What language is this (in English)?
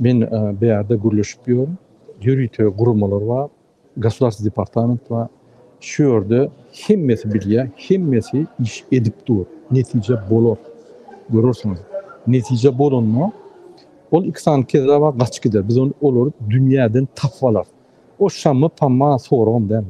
Turkmen